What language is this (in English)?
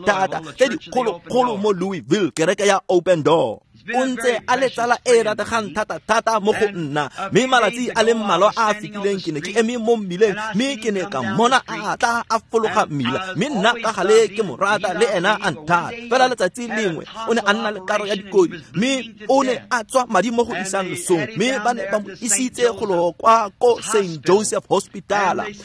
Tswana